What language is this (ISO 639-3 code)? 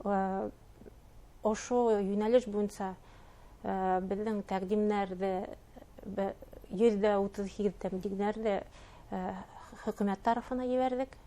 bak